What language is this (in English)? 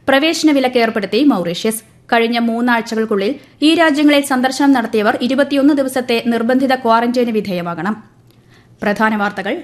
Malayalam